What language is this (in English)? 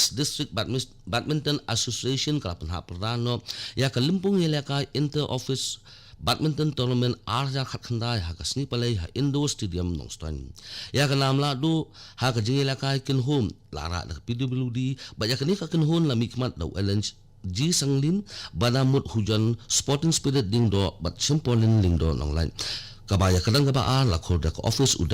Khasi